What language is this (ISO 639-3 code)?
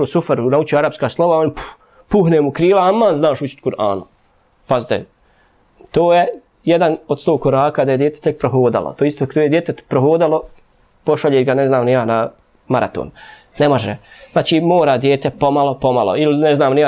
bos